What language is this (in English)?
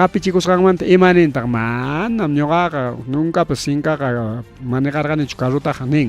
Ayacucho Quechua